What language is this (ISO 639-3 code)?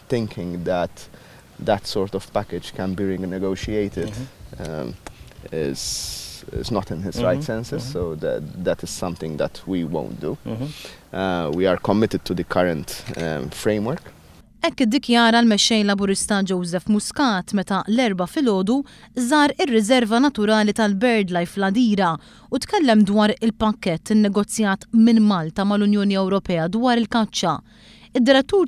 mlt